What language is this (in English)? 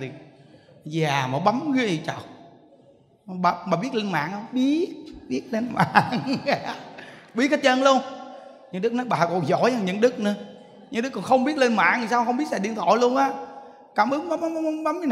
Vietnamese